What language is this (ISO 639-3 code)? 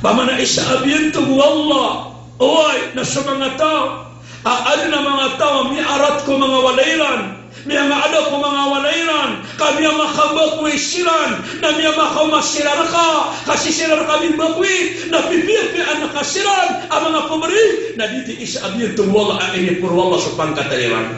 mrw